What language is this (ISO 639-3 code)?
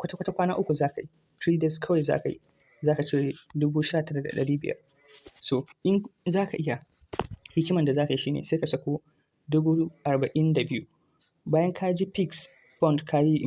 hau